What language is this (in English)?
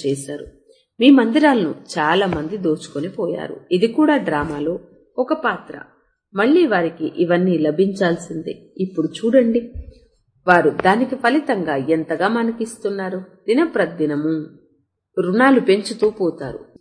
Telugu